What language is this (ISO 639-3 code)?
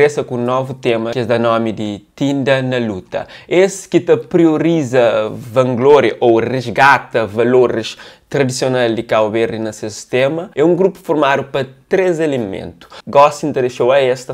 kea